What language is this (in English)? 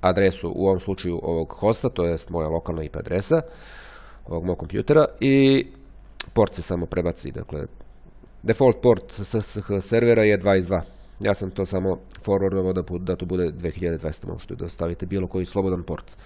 Serbian